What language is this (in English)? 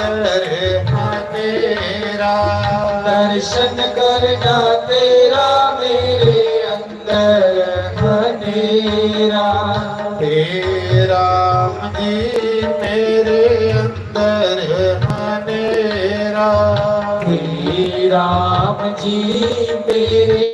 Dogri